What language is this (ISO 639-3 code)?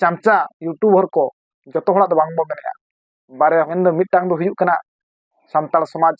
sat